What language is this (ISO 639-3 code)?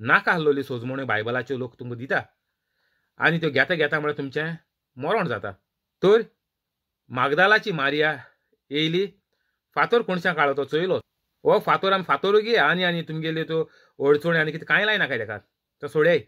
kok